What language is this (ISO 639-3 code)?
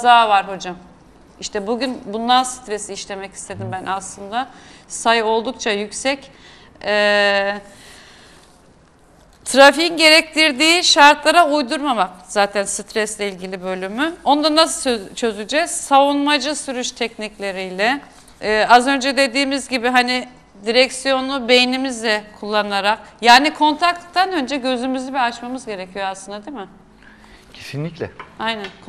tur